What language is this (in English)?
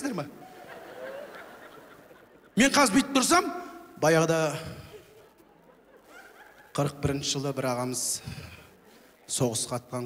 Kazakh